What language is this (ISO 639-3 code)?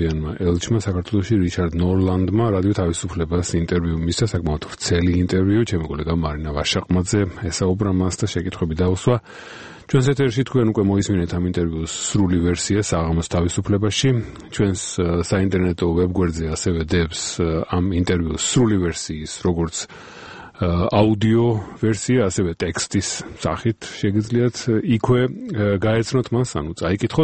kat